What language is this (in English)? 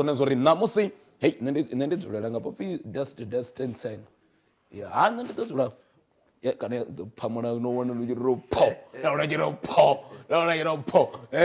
Venda